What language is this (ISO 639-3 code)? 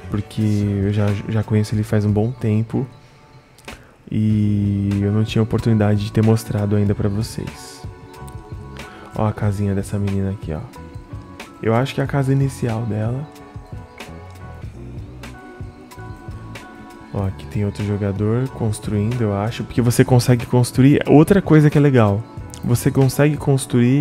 por